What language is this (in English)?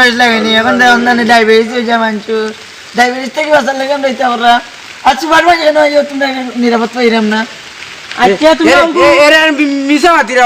Sylheti